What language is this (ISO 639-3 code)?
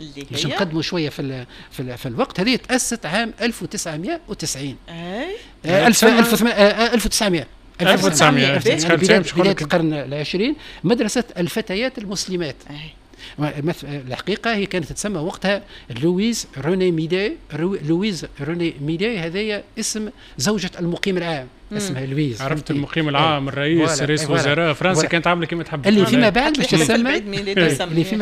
aeb